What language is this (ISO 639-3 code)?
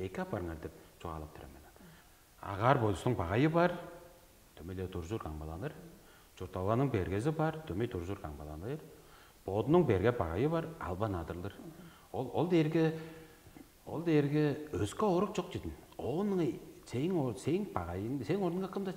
tyv